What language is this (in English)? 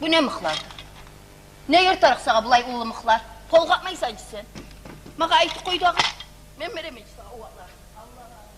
Kumyk